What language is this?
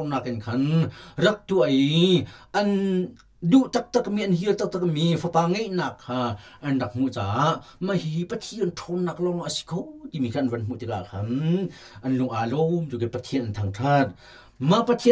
Hakha Chin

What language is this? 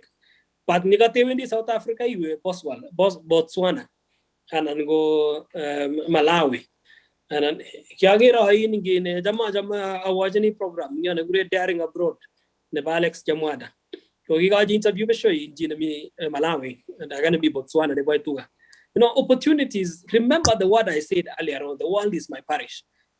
Kalenjin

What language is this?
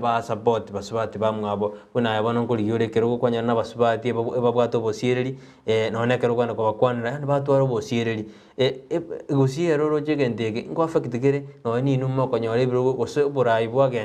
Gusii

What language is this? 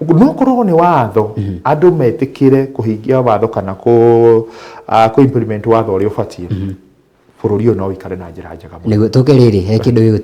Kikuyu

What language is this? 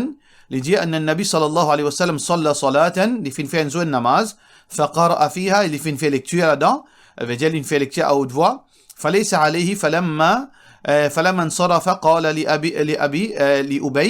Morisyen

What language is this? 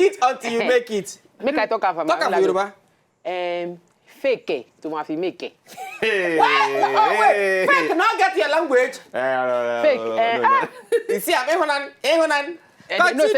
Nigerian Pidgin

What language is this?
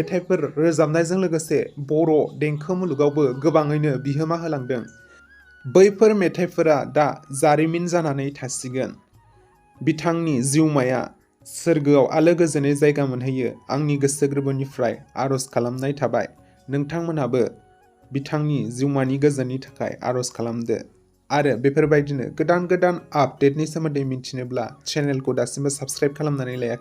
Bodo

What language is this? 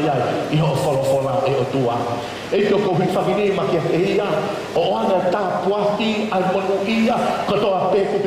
Tongan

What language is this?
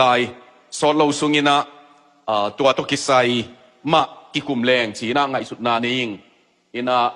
Tedim Chin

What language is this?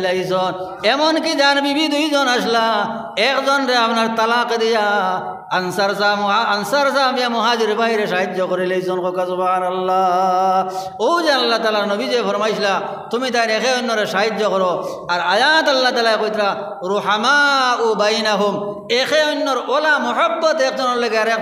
Sylheti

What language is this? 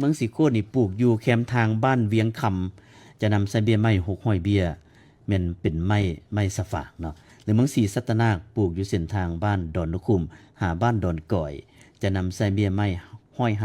Lao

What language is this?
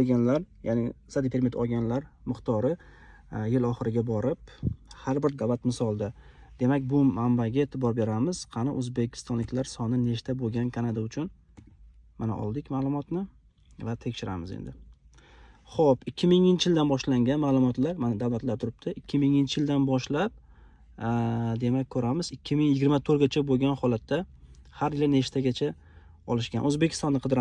Uzbek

